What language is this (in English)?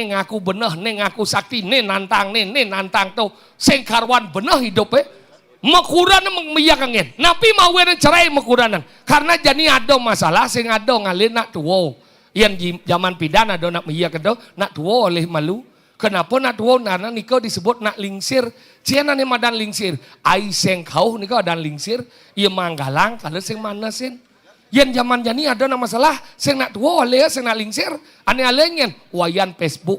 Balinese